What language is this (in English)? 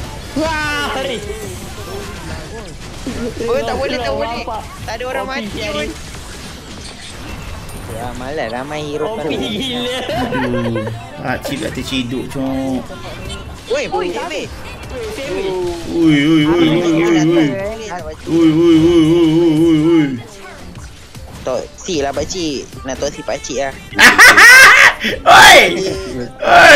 Malay